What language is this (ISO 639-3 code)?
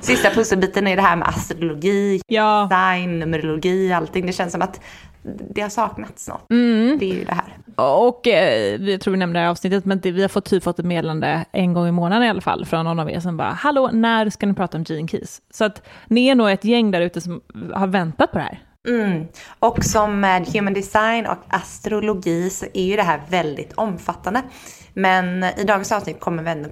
swe